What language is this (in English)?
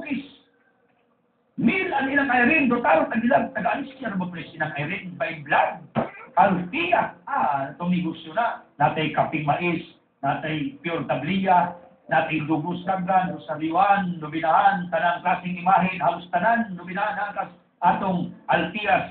Cebuano